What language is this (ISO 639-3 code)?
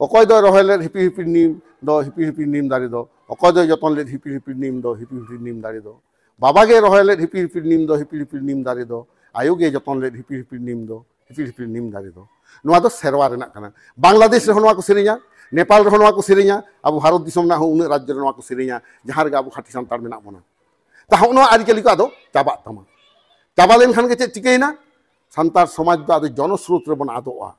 sat